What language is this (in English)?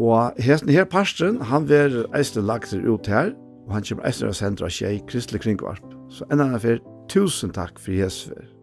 Faroese